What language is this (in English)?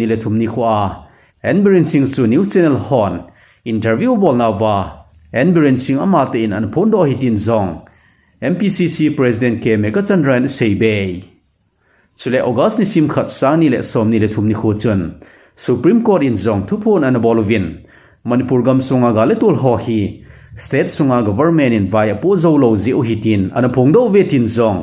Thado Chin